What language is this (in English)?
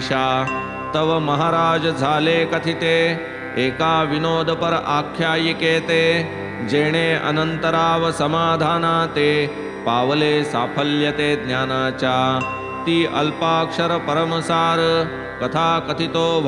Marathi